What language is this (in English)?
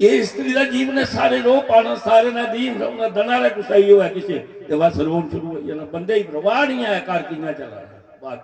Dogri